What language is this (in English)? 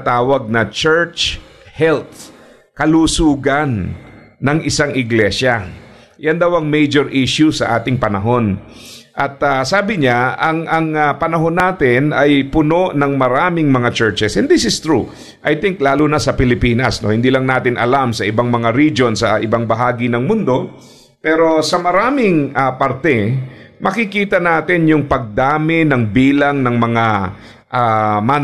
Filipino